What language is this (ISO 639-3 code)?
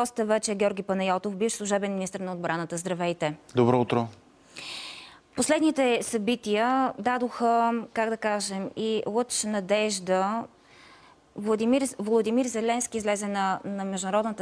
bul